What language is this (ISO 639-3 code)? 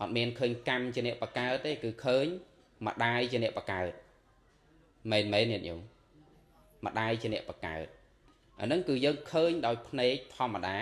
khm